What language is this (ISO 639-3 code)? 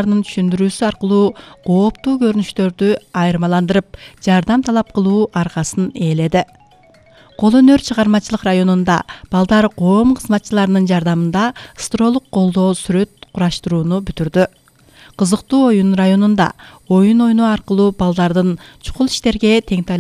kir